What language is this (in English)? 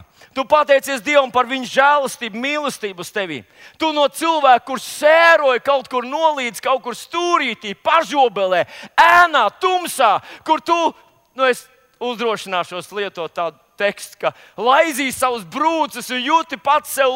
Latvian